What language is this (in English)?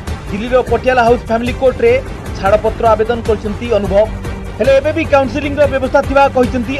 Odia